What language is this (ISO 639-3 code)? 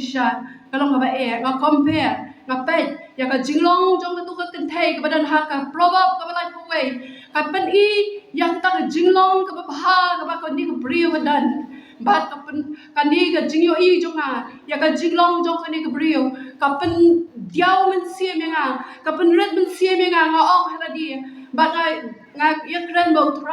kha